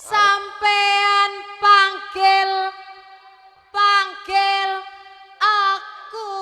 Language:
Betawi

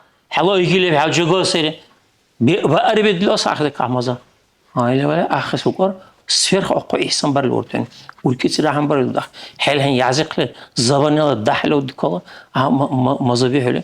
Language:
Dargwa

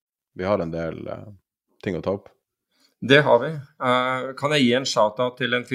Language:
Norwegian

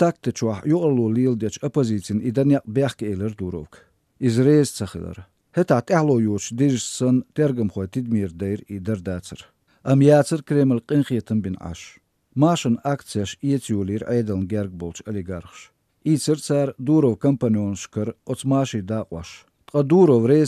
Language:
Chechen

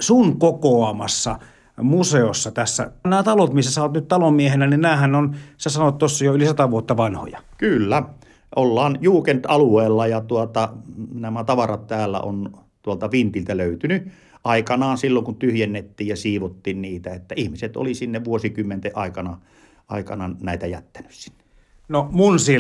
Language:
Finnish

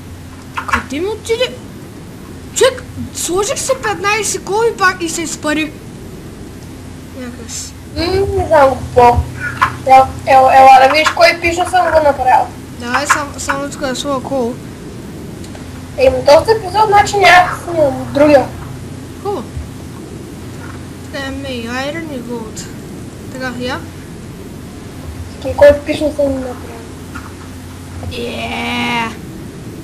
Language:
Bulgarian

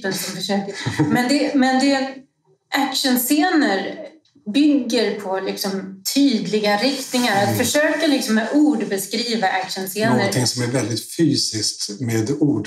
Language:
Swedish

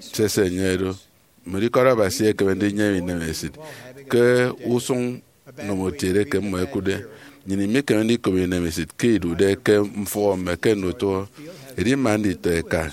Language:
Efik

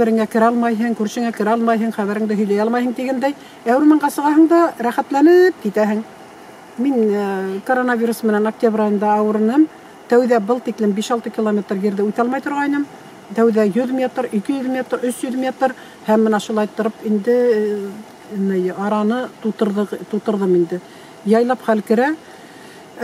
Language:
Bashkir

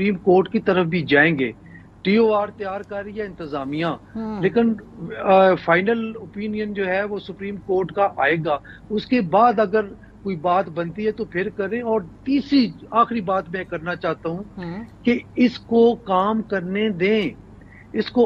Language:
Urdu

